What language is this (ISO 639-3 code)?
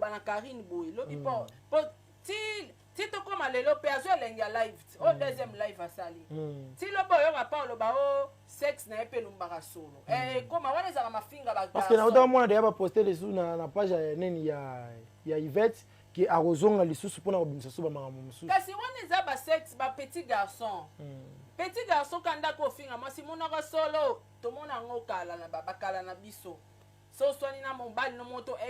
lin